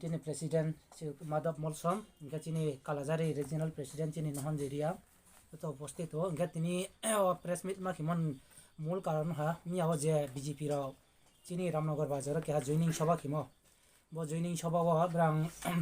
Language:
Riang (India)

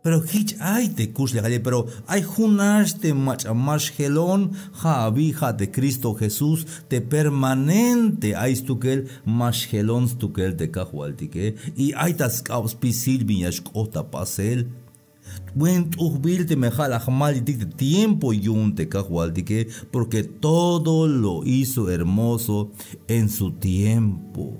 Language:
Tzeltal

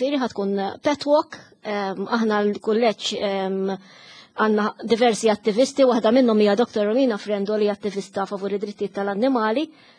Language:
Maltese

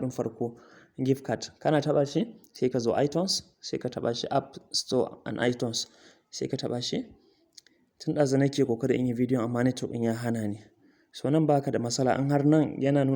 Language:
Hausa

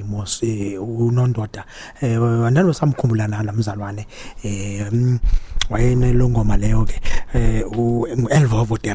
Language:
Xhosa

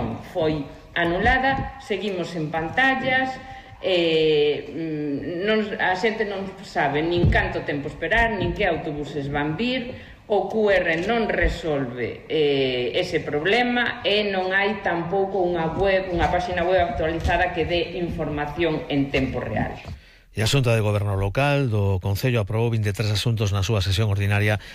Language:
Galician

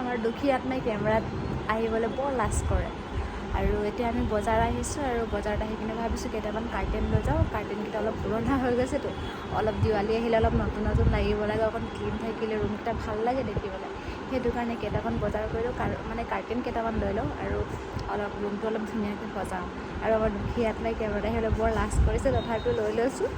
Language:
Assamese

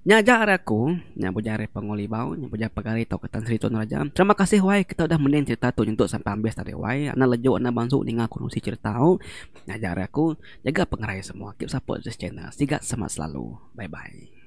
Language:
Iban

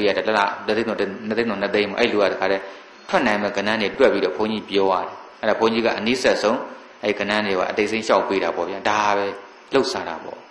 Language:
Burmese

